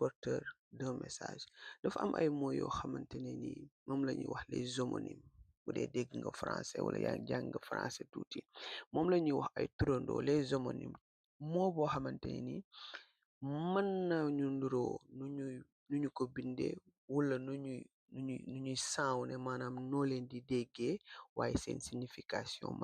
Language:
Wolof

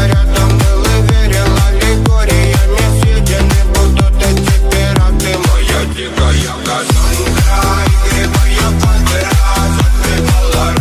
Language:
Russian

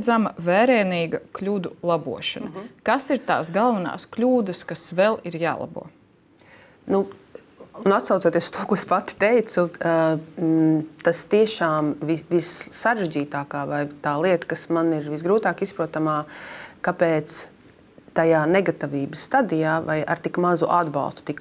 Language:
Latvian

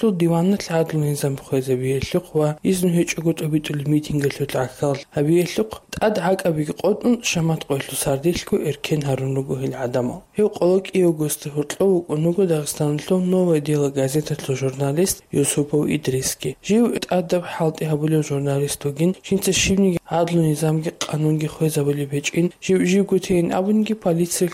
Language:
Avaric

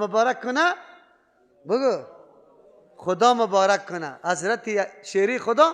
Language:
Persian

